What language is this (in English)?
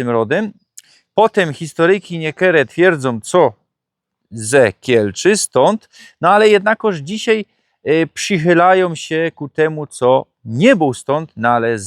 Silesian